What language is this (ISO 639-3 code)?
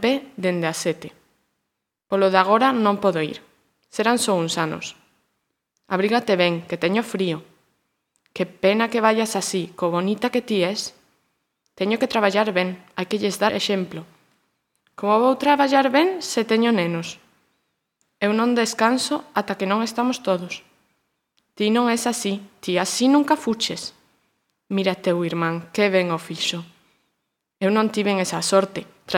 glg